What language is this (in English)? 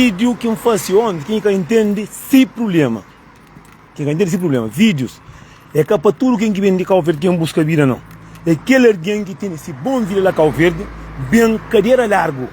Kabuverdianu